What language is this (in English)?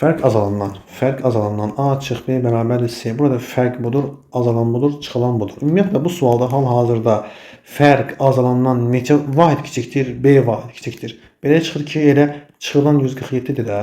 Azerbaijani